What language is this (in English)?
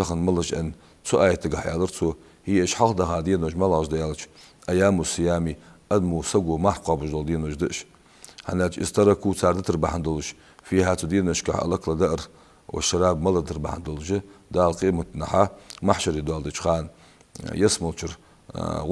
Ingush